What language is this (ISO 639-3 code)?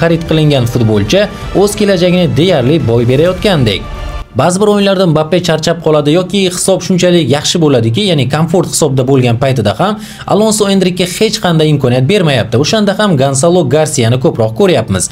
uzb